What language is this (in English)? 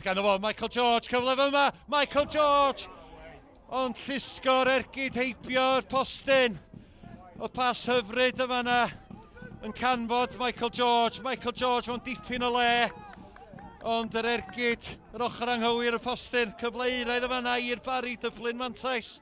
Welsh